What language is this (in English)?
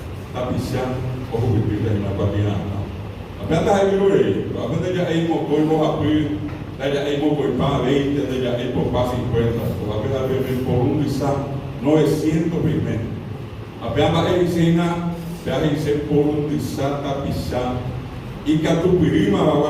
Guarani